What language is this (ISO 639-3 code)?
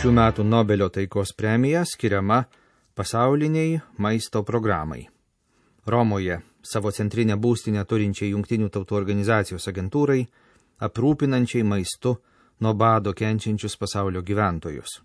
lit